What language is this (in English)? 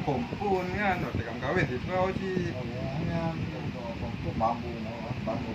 Achinese